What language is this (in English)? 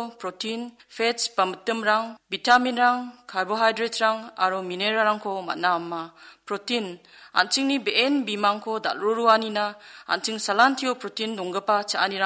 Garo